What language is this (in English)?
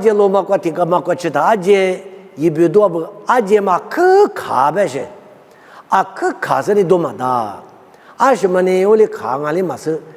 Lisu